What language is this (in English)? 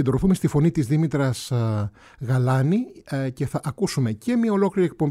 Greek